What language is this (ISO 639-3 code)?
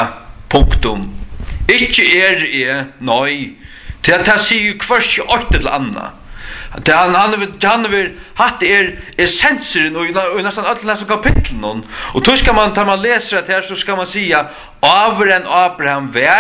fao